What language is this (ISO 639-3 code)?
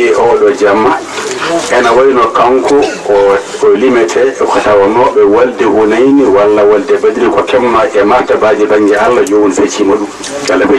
ful